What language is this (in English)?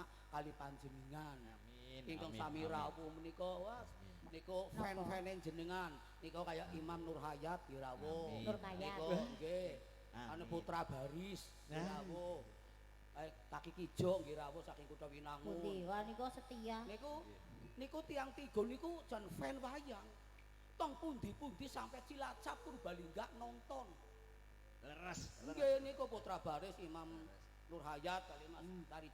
Javanese